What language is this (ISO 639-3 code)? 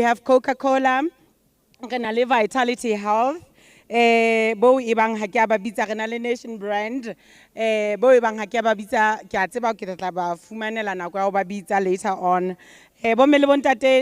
sot